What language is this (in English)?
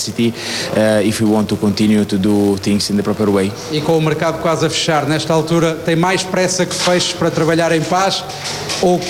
Portuguese